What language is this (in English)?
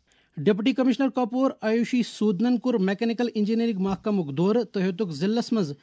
Kashmiri